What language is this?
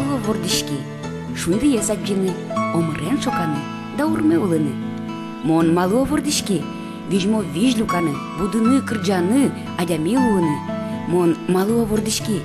Udmurt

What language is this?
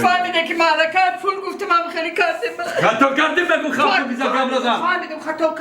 Tajik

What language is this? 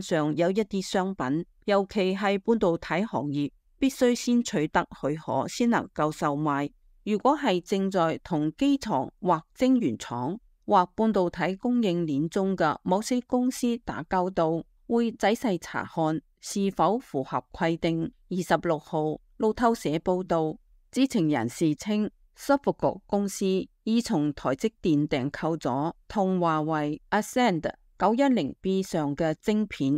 Cantonese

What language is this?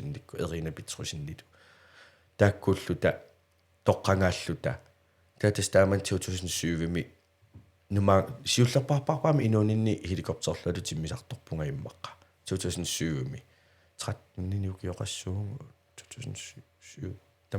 Kalaallisut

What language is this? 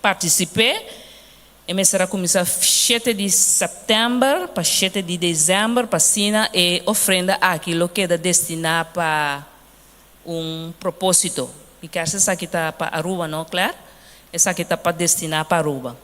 Papiamento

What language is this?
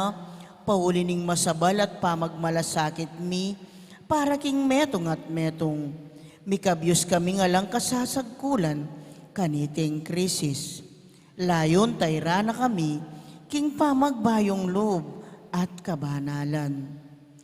Pampanga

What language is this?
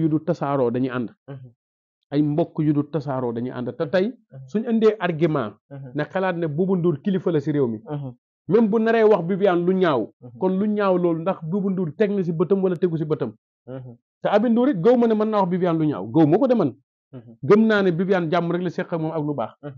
Wolof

